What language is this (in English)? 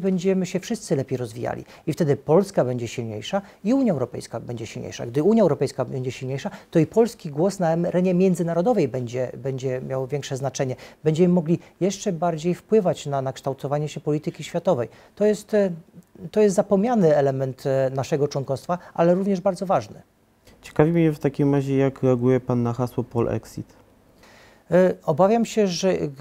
Polish